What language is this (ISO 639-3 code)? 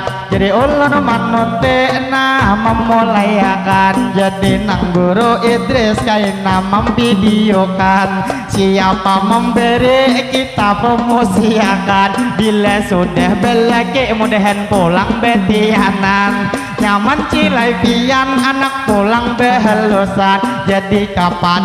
bjn